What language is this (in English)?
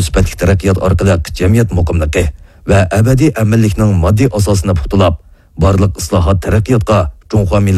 Uyghur